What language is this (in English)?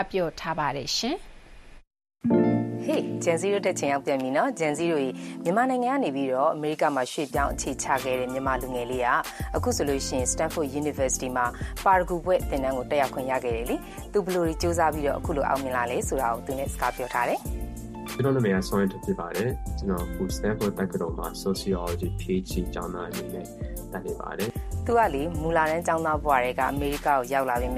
Burmese